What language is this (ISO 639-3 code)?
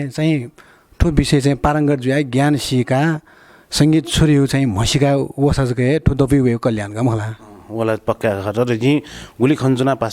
new